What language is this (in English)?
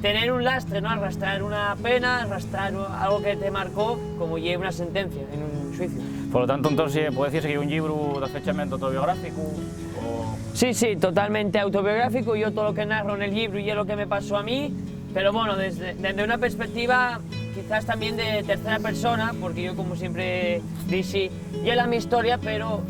Asturian